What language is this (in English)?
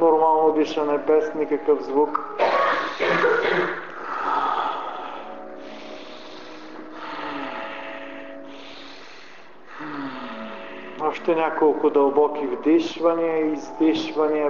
Bulgarian